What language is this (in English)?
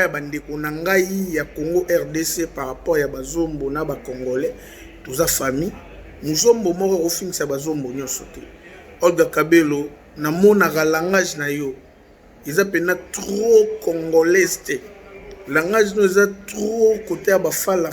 Lingala